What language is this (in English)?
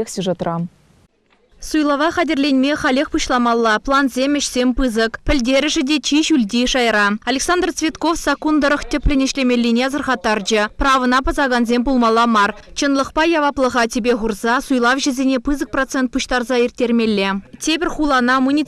Chuvash